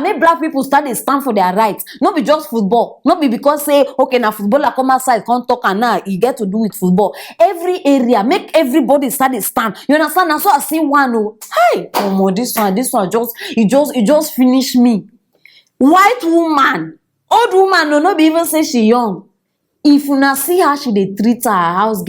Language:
Nigerian Pidgin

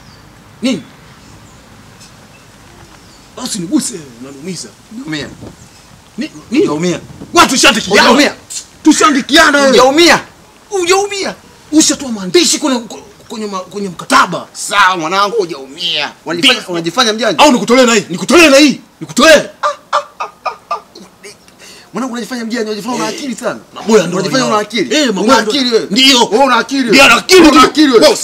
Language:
Swahili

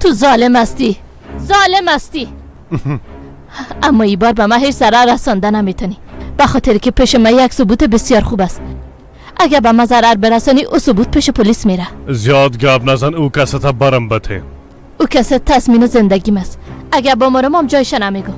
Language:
Persian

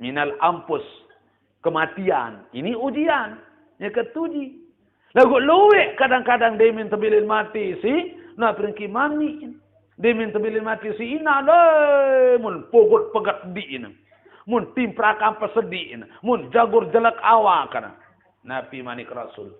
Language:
Sasak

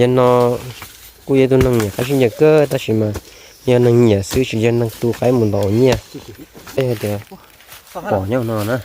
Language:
Hmong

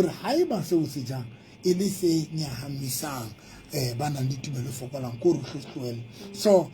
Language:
Southern Sotho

